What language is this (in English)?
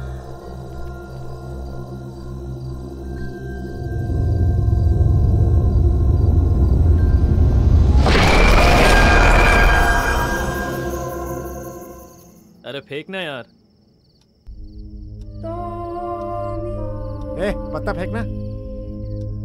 Hindi